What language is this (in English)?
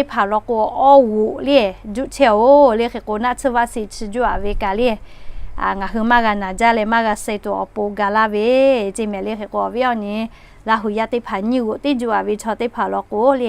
Lahu